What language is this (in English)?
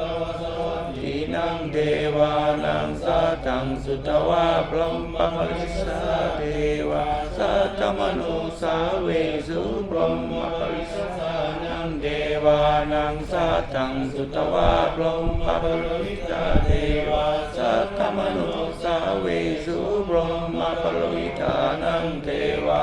Pali